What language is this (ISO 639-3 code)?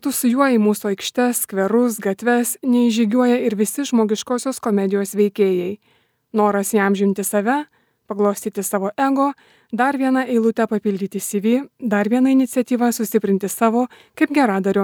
lit